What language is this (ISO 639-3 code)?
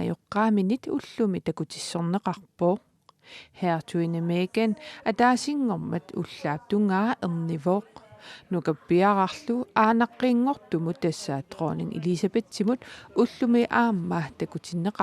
kal